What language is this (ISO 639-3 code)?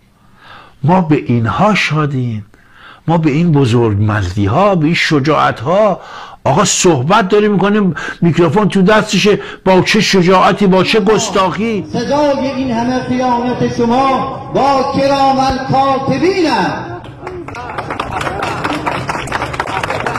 fas